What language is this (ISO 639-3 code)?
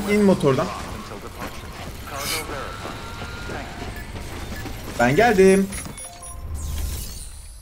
tur